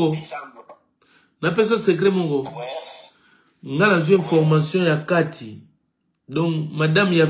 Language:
Lingala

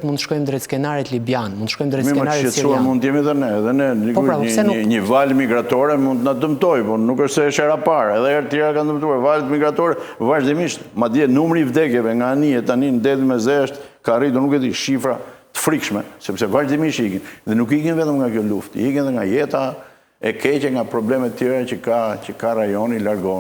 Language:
Albanian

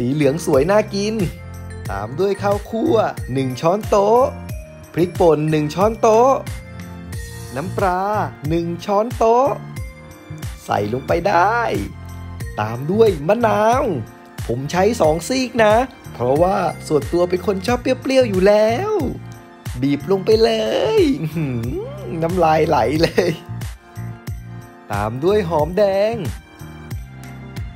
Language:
Thai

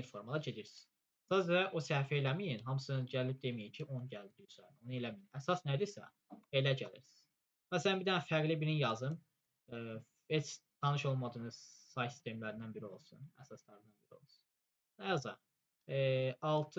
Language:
Azerbaijani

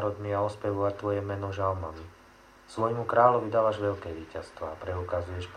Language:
Slovak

